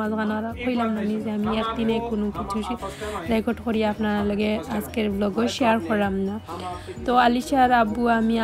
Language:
Sylheti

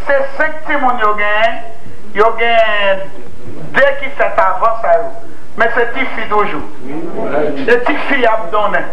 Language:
Haitian Creole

